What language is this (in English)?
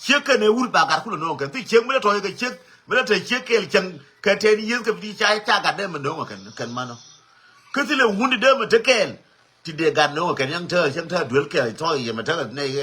Nuer